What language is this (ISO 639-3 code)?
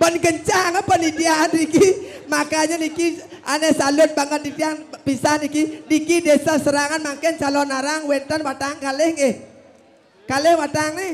ban